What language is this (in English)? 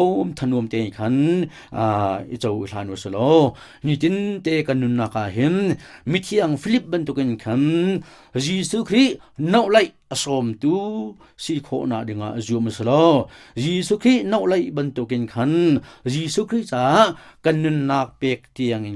Hakha Chin